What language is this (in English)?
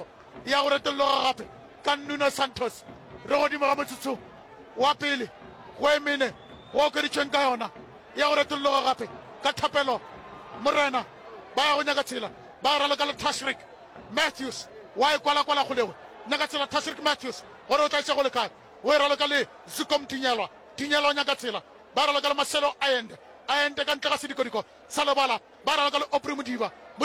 Northern Sotho